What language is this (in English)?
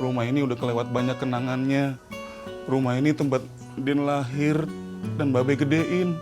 Betawi